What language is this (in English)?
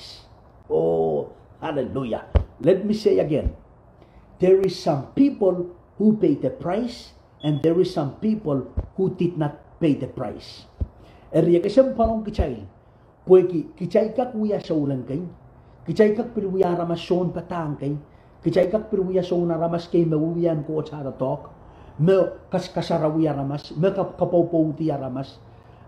Pohnpeian